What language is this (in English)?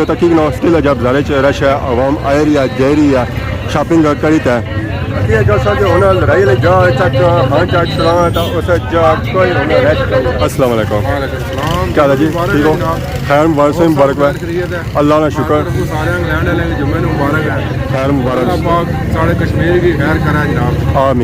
Pahari-Potwari